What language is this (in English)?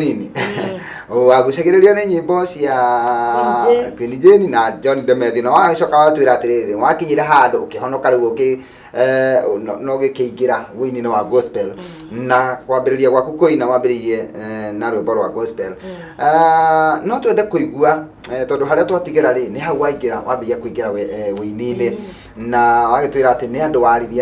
Kikuyu